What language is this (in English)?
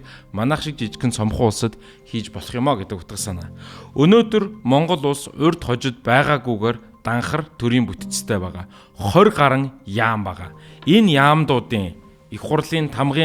Mongolian